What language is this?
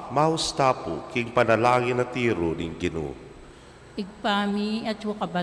Pampanga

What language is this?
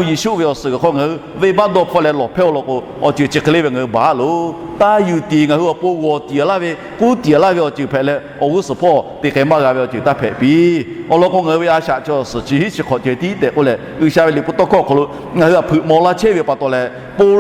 Lahu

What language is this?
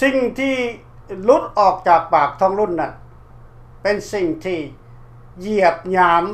Lao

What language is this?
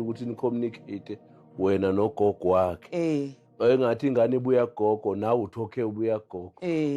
Zulu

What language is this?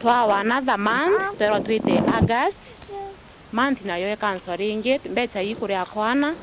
Meru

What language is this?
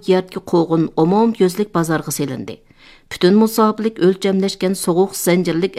Uyghur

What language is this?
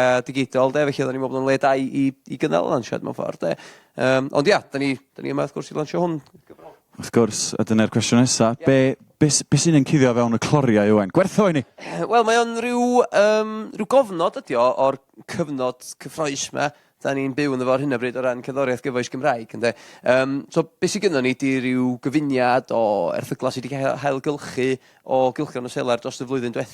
Welsh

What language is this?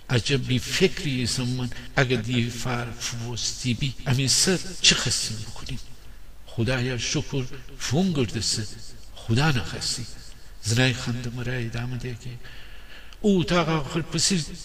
Gilaki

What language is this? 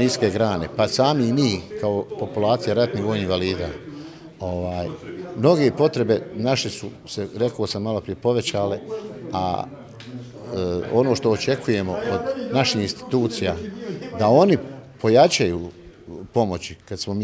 Bosnian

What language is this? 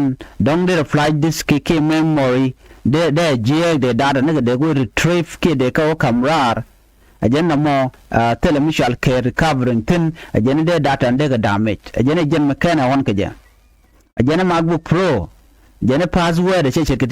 Nuer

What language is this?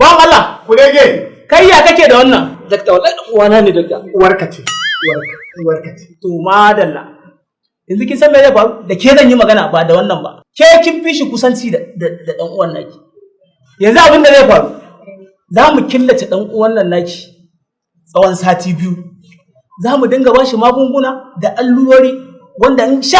Hausa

